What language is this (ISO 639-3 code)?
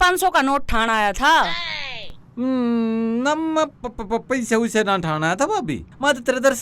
bgc